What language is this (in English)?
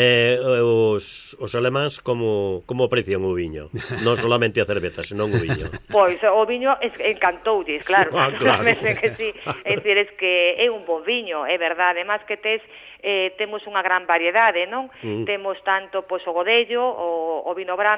Galician